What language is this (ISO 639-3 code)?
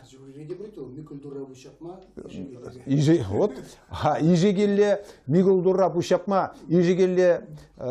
chv